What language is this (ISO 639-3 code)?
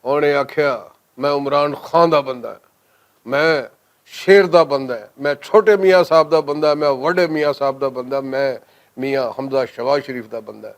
lah